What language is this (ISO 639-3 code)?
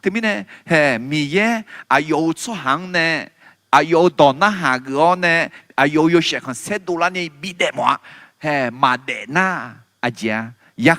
ahk